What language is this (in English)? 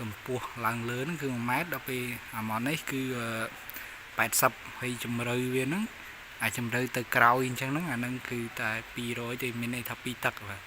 Khmer